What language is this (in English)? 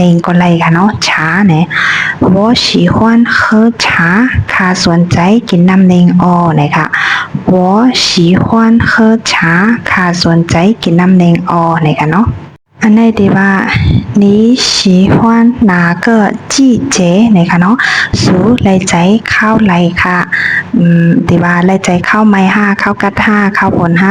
Shan